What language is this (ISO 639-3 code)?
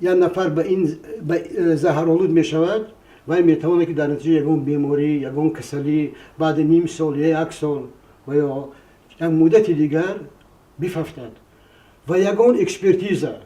tgk